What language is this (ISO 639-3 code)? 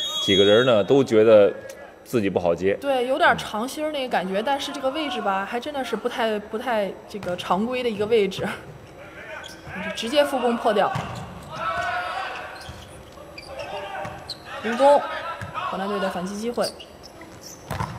zho